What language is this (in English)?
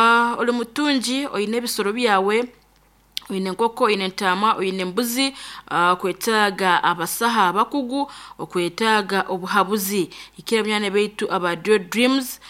Nyankole